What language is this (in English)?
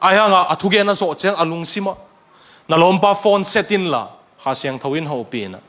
Tedim Chin